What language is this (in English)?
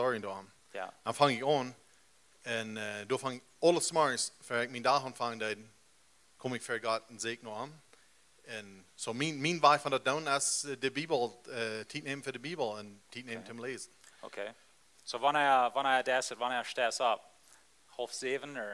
Plautdietsch